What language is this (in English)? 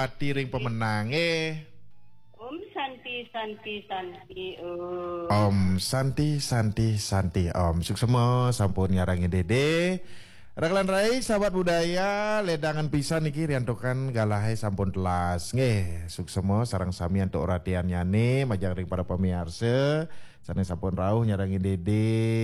Balinese